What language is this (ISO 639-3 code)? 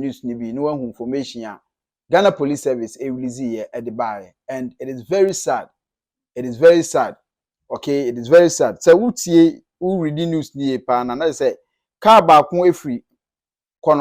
aka